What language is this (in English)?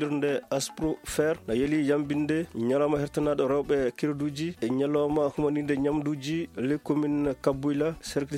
Fula